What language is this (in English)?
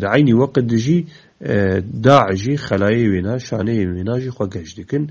Kurdish